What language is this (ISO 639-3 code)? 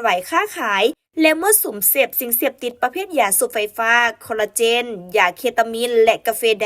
lao